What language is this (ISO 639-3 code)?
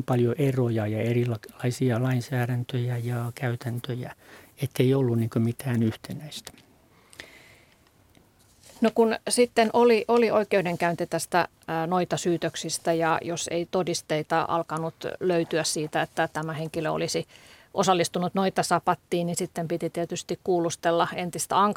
fin